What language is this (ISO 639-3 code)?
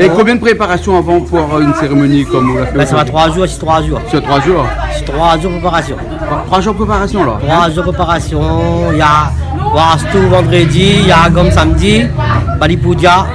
rcf